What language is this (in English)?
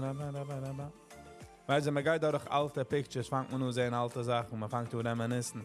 Yiddish